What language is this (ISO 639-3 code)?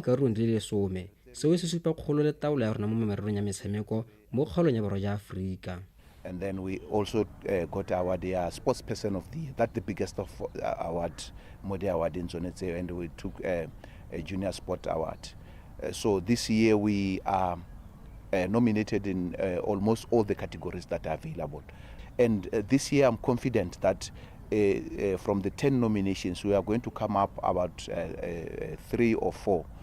tsn